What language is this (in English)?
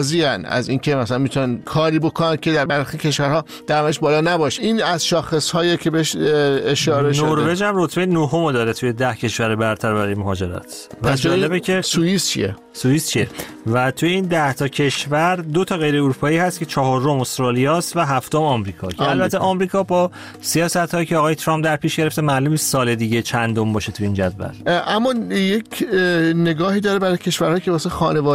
Persian